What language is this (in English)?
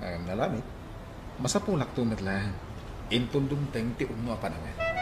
Iloko